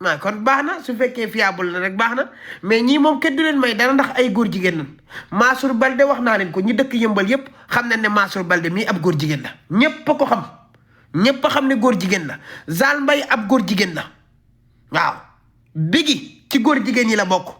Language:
Wolof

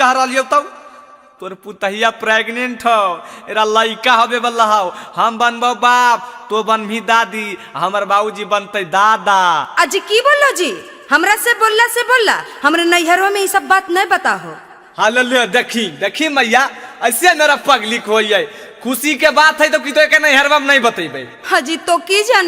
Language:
Magahi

